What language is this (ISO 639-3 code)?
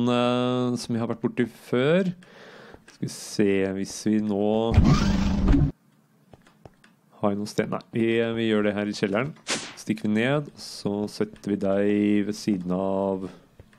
nor